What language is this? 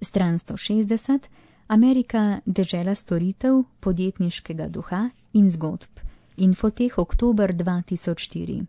Slovenian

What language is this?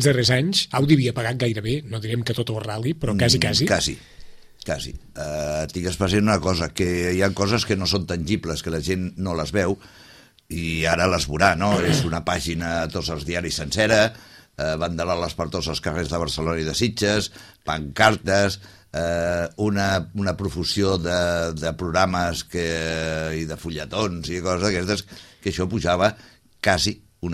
Catalan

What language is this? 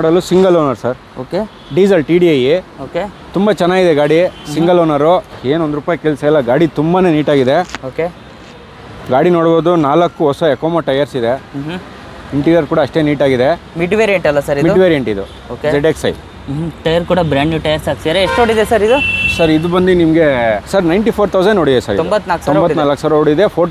Kannada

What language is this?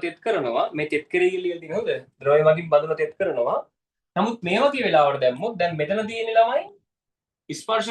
Sinhala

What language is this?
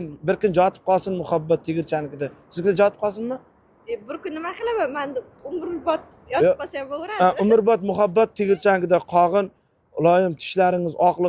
Uzbek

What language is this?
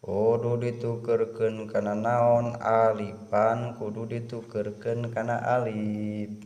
Sundanese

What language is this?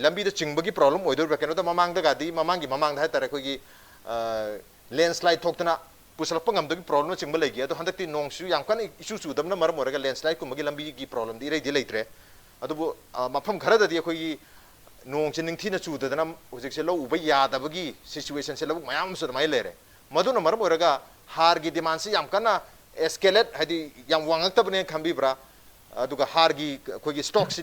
Manipuri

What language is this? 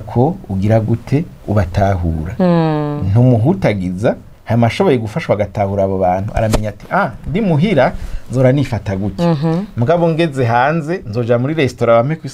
Rundi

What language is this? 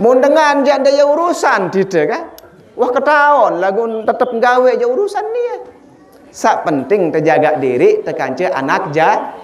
Sasak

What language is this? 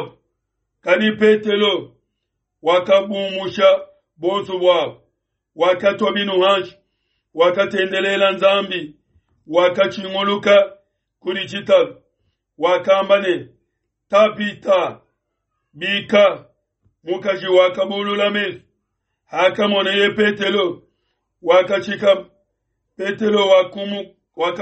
Luba-Lulua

